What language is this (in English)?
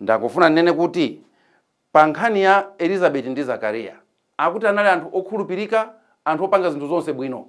Nyanja